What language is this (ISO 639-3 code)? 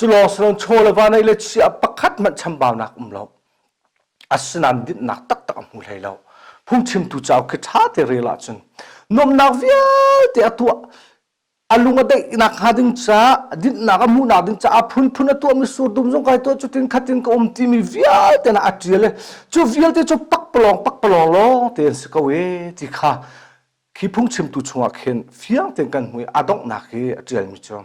cnh